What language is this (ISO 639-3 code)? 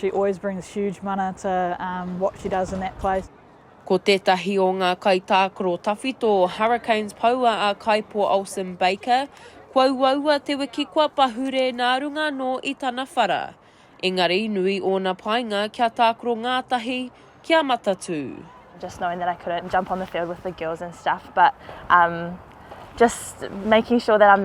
mri